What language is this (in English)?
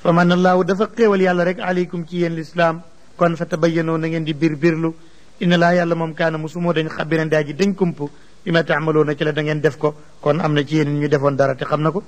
Wolof